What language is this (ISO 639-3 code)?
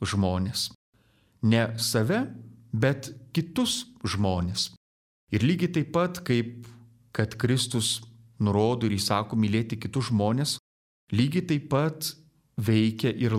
lit